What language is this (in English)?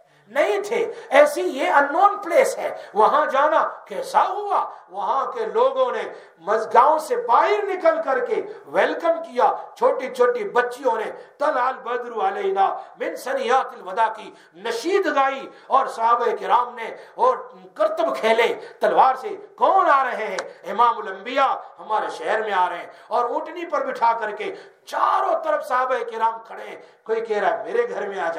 Urdu